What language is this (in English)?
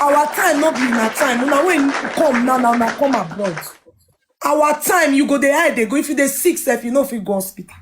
Nigerian Pidgin